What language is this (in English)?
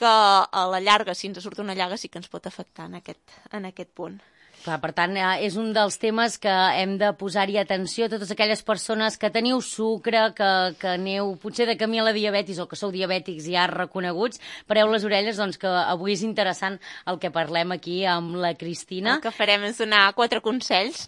Catalan